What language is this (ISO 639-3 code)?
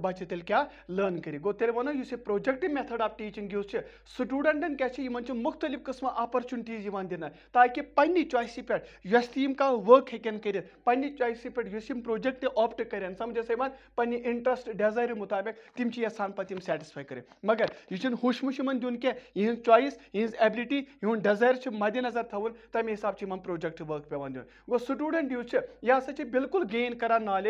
kas